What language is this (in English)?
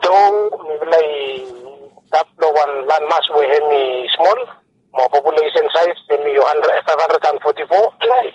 Bislama